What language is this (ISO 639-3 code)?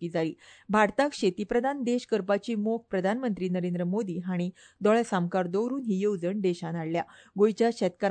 kok